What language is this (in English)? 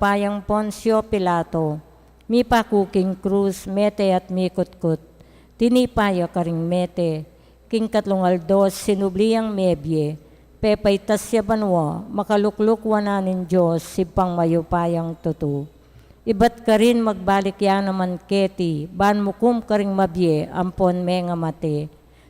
Pampanga